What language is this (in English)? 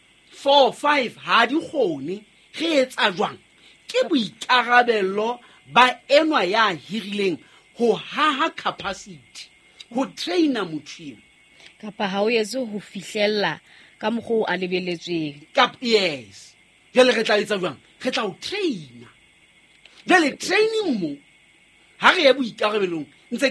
Southern Sotho